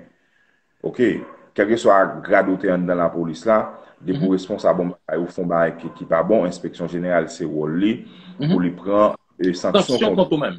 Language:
Haitian Creole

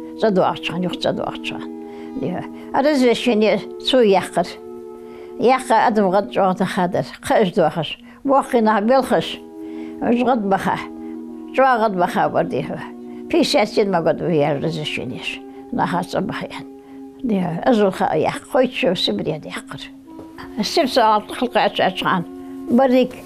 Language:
Ingush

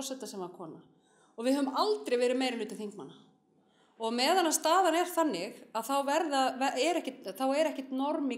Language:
Icelandic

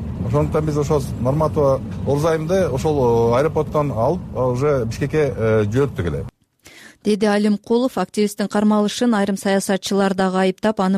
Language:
Kyrgyz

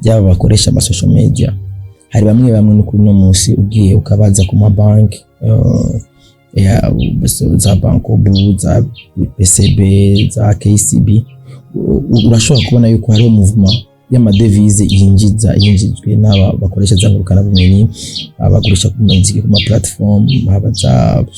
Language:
Rundi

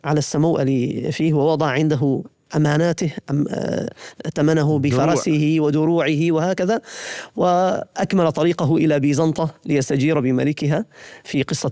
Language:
Arabic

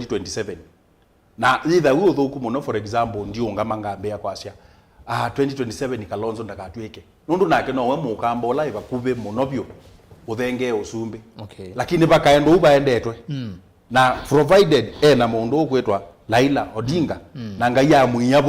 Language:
Kamba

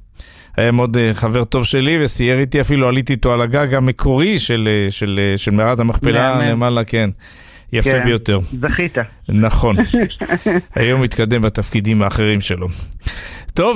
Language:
Hebrew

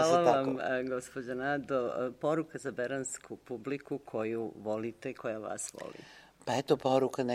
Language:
Serbian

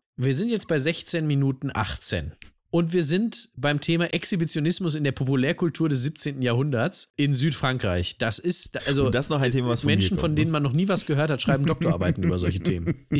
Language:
German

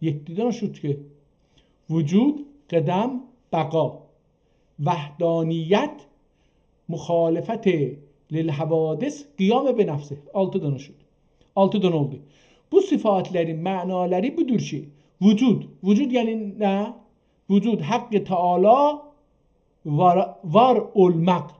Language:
South Azerbaijani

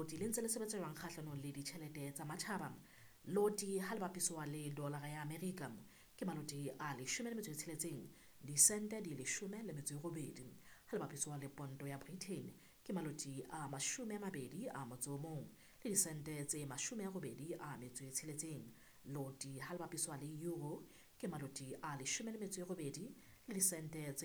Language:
Southern Sotho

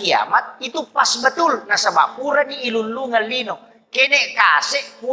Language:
Buginese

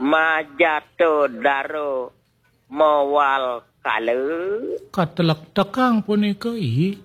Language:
Balinese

